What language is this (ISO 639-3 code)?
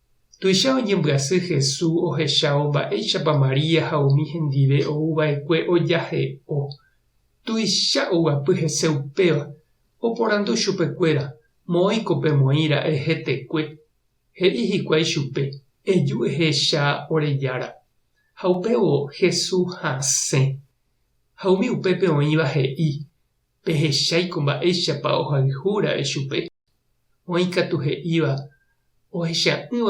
grn